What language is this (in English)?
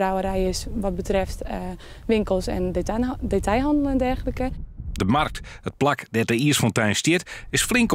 Western Frisian